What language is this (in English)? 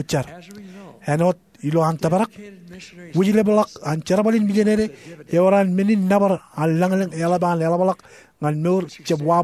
Marshallese